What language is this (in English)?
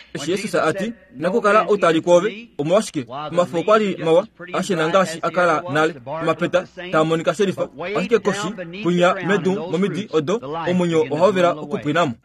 Kuanyama